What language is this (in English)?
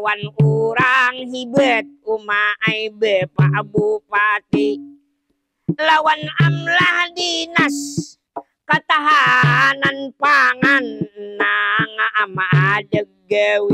Banjar